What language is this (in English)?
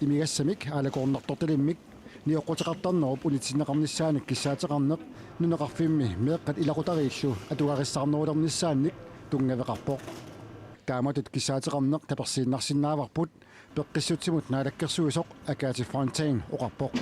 Kalaallisut